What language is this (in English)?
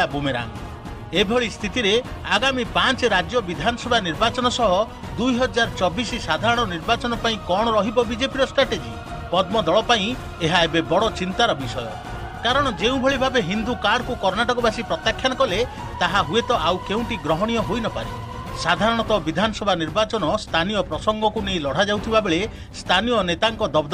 Odia